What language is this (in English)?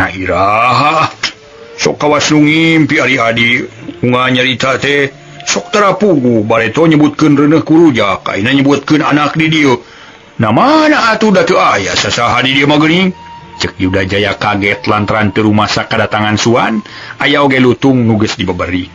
Sundanese